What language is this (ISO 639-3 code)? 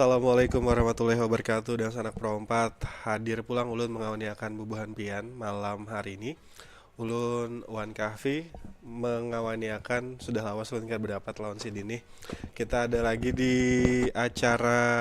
bjn